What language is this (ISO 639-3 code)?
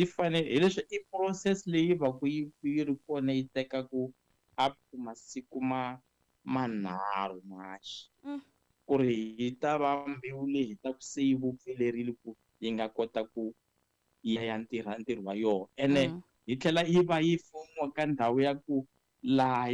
tso